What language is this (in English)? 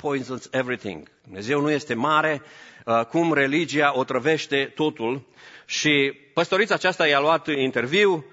Romanian